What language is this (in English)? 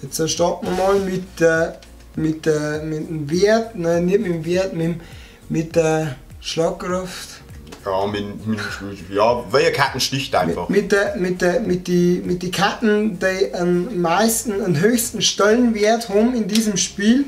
Bavarian